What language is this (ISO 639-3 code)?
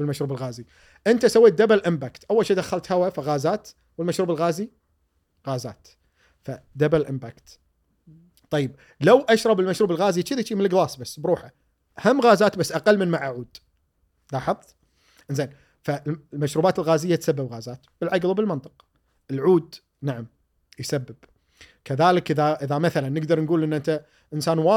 afb